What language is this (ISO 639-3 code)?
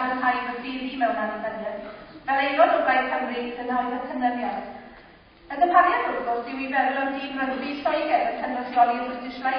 cym